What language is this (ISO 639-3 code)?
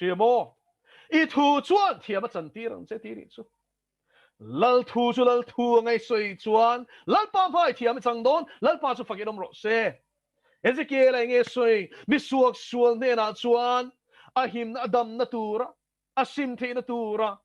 lus